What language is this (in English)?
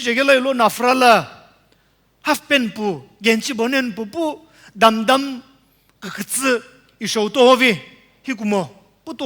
Sumi Naga